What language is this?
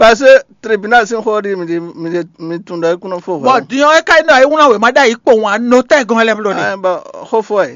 Fon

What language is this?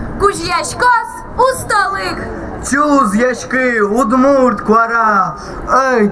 Udmurt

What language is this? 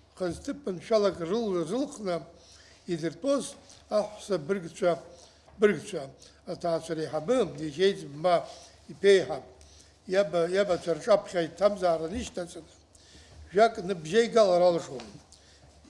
Abkhazian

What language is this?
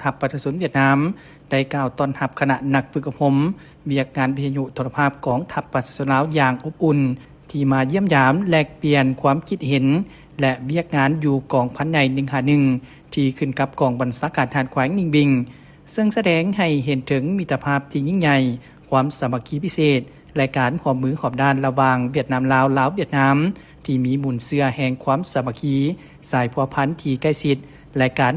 Lao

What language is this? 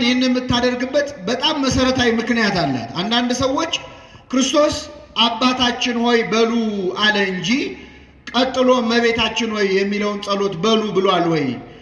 Amharic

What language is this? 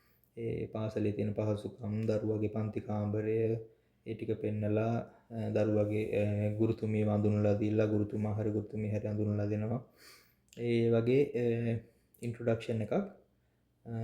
Sinhala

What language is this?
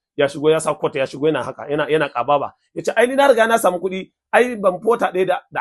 Hausa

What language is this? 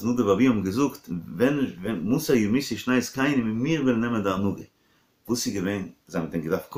Yiddish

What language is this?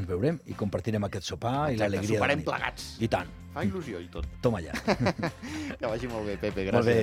Catalan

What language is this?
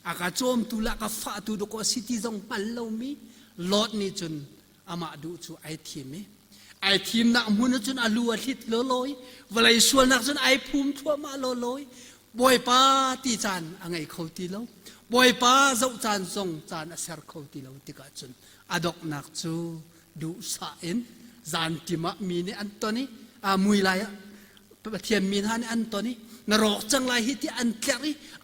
Hakha Chin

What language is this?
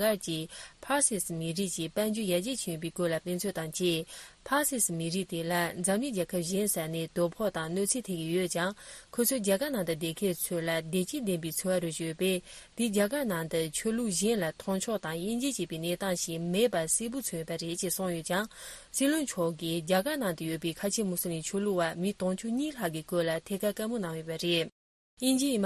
Tibetan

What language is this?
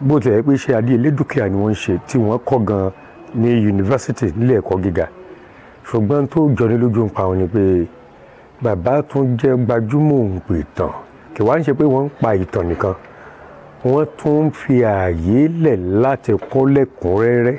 Yoruba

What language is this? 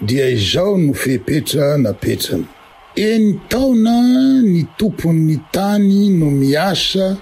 Malagasy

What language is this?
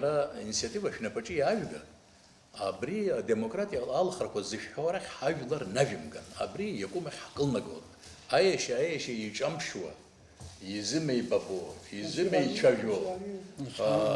Abkhazian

